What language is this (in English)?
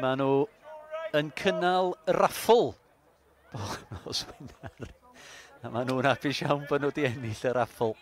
Welsh